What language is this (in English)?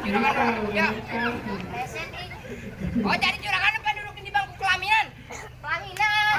Betawi